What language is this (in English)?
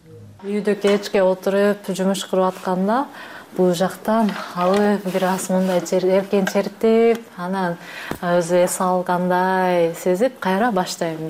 Kyrgyz